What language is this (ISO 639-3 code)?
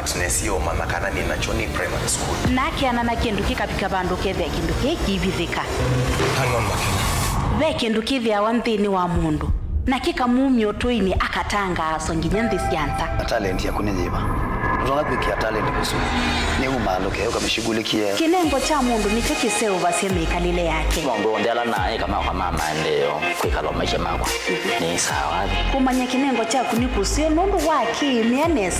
kam